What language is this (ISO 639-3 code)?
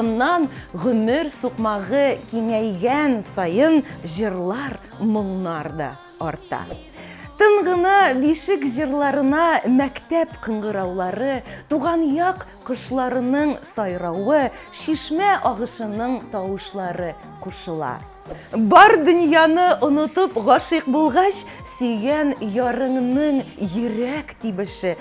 bak